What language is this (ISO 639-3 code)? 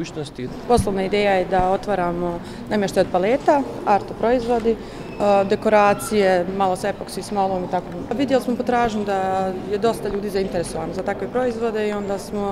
bos